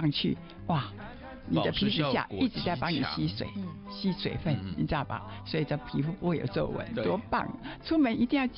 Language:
Chinese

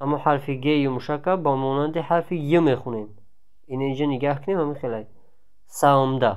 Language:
Tajik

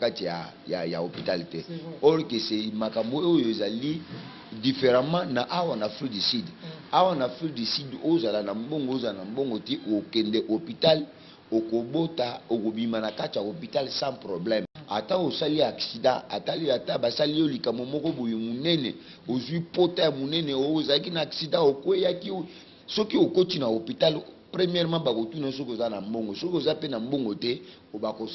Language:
Lingala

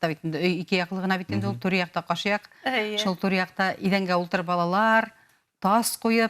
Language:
Bashkir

